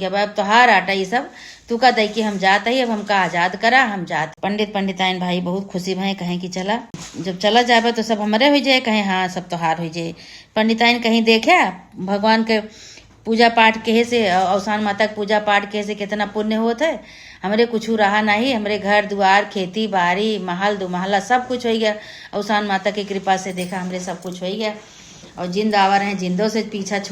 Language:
Awadhi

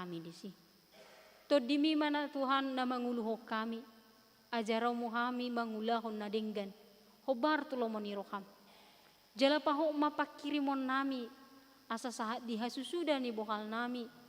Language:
Batak Toba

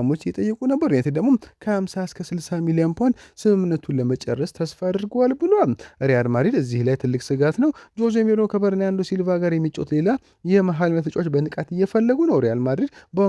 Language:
Amharic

